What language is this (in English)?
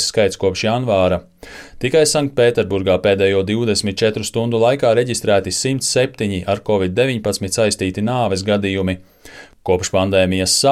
Latvian